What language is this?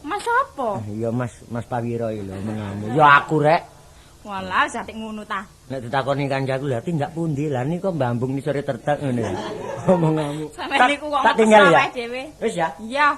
Javanese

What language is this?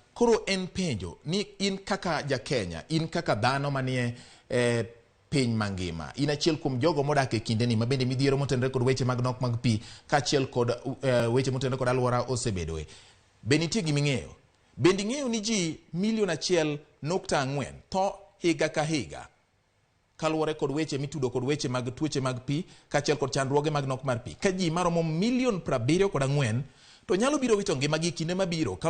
Luo (Kenya and Tanzania)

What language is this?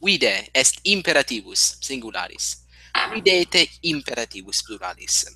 Latin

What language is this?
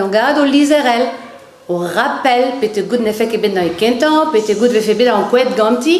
Breton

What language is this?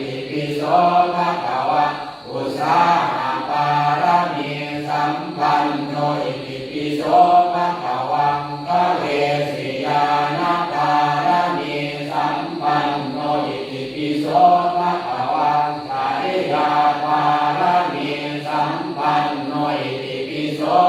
Pali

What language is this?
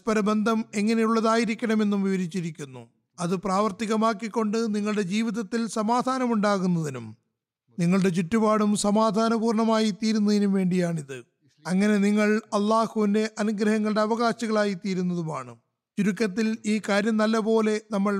Malayalam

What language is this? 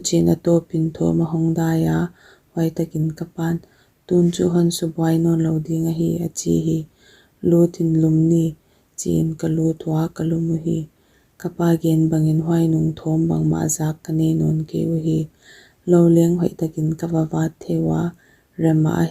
Paite Chin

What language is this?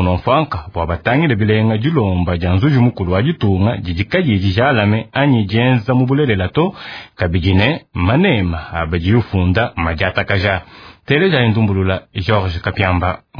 Luba-Lulua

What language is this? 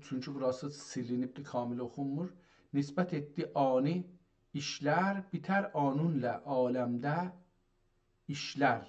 South Azerbaijani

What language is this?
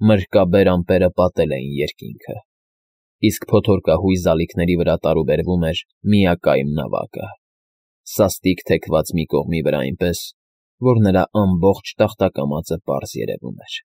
Armenian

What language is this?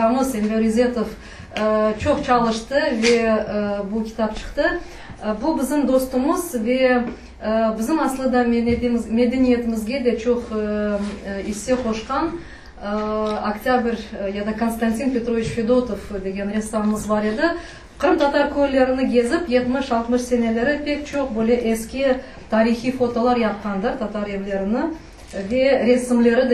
Crimean Tatar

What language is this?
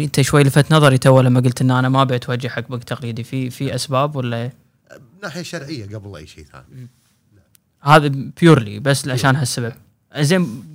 Gulf Arabic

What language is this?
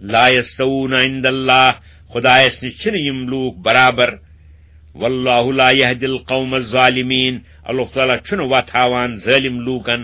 Kashmiri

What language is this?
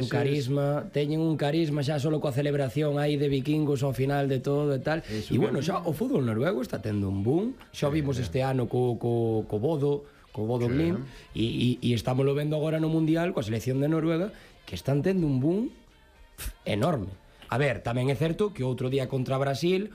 Galician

